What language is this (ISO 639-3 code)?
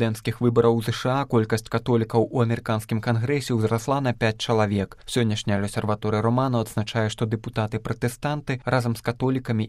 bel